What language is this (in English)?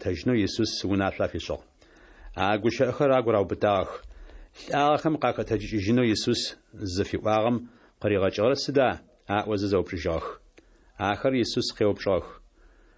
Adyghe